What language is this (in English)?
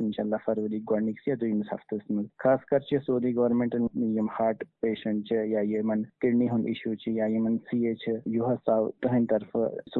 Kashmiri